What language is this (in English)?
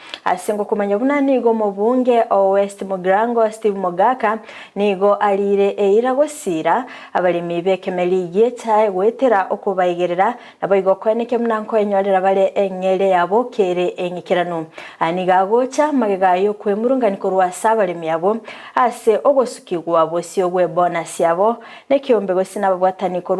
Gusii